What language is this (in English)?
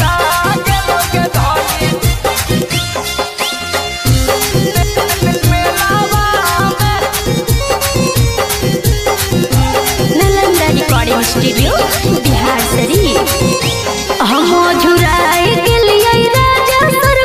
Magahi